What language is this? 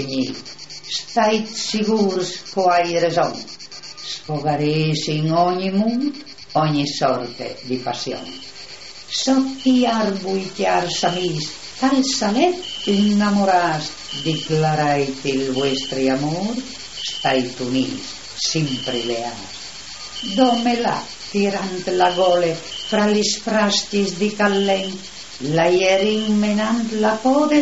Friulian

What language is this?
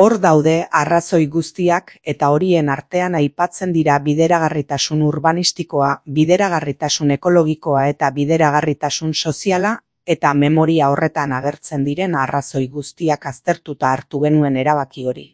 Basque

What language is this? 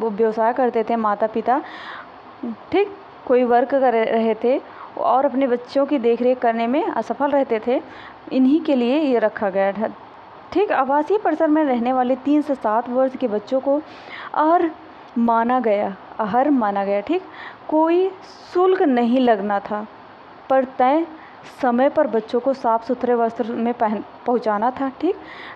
Hindi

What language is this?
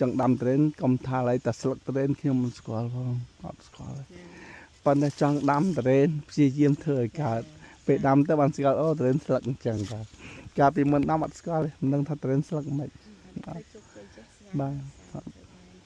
Khmer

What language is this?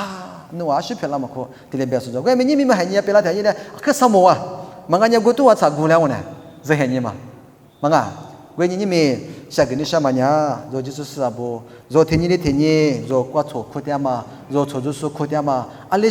Lisu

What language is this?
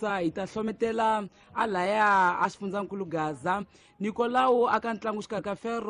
Tsonga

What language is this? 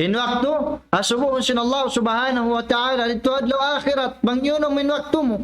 Tausug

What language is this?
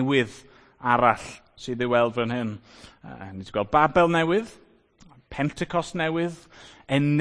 Welsh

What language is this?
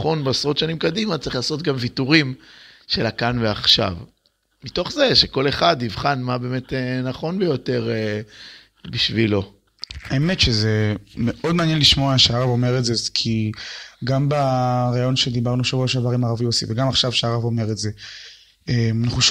Hebrew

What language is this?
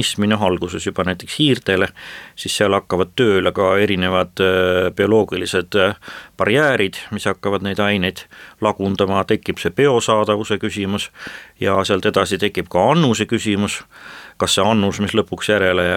Estonian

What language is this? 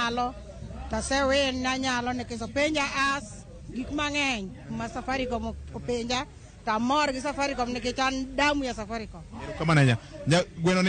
Luo (Kenya and Tanzania)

